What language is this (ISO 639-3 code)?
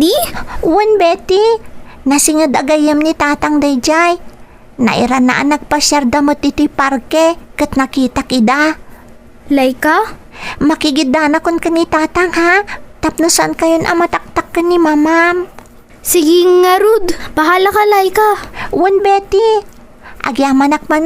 ilo